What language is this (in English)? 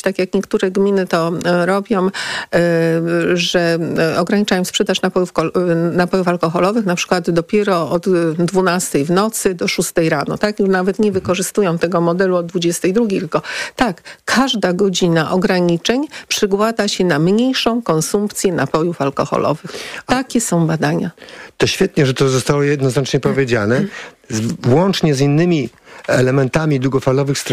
Polish